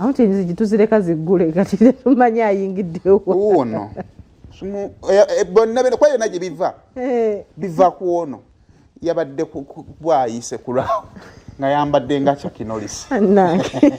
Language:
Ganda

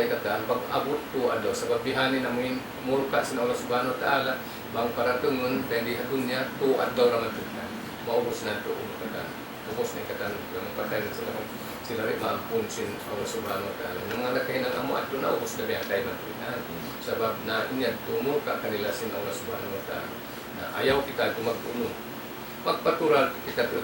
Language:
Tausug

